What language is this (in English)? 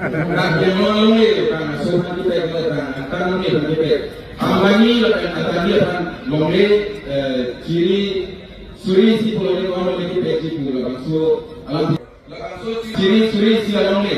Karbi